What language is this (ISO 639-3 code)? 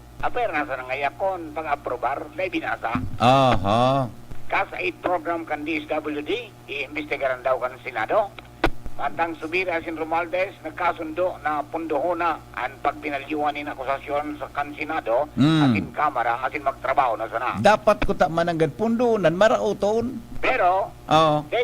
bik